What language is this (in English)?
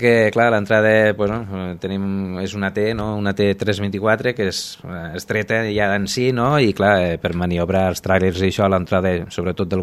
Catalan